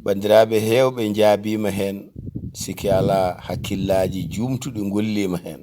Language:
Fula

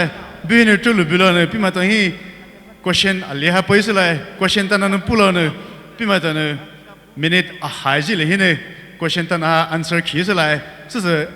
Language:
Poumei Naga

